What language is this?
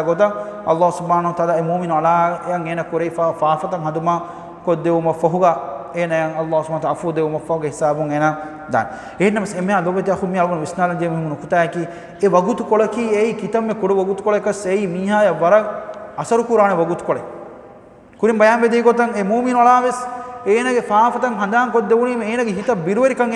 Divehi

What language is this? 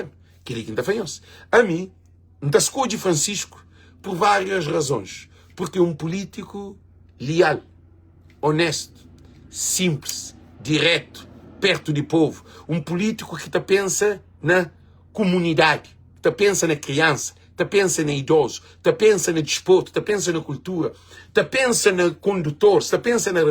Kabuverdianu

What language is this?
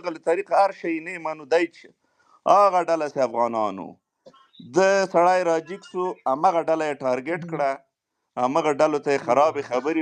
Pashto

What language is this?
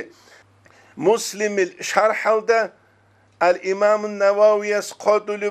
Avaric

